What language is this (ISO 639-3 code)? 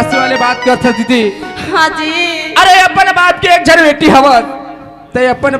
hne